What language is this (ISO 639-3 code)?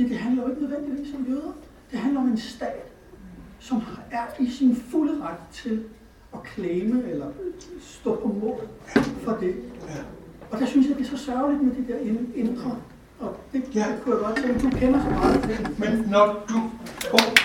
dan